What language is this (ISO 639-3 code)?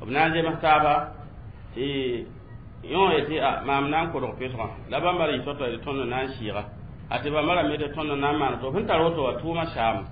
mos